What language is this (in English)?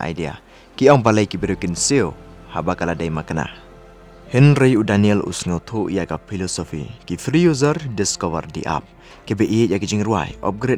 Khasi